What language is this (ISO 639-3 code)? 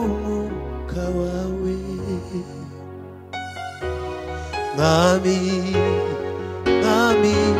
kin